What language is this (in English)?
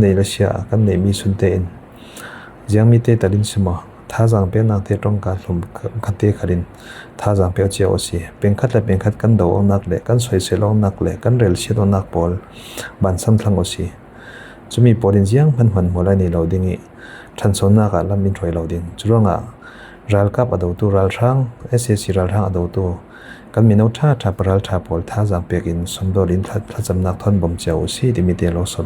Falam Chin